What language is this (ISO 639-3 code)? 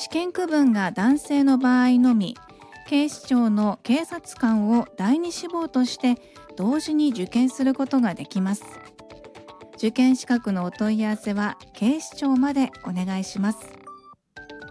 jpn